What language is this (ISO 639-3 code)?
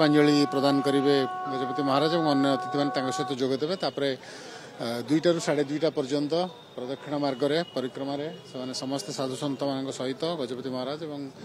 ori